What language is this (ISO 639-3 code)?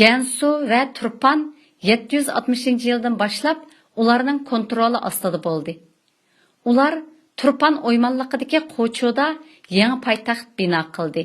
uig